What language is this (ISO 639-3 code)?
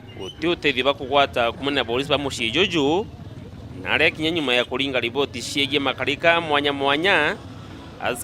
mer